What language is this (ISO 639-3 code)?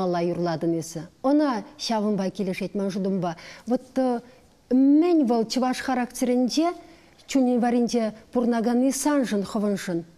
chv